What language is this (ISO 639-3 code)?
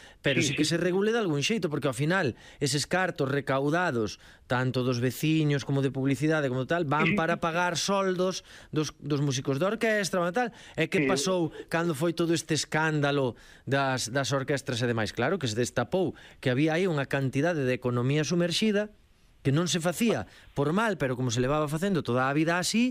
glg